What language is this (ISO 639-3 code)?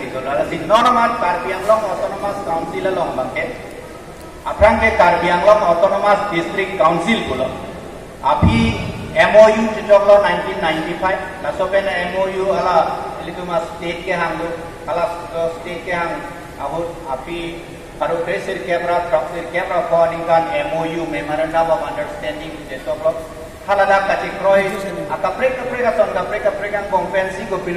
mjw